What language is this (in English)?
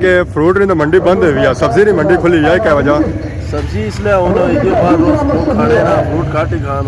Pahari-Potwari